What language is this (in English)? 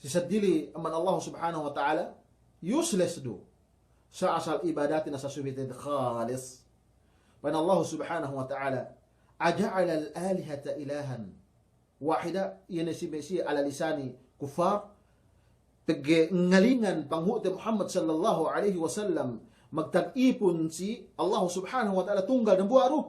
Yakan